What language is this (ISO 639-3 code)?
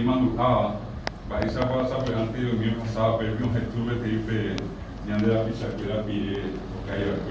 grn